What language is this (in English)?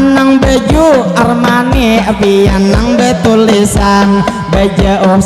Banjar